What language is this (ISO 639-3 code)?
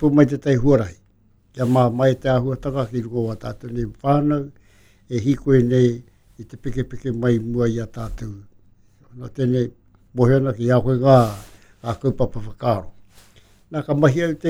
mri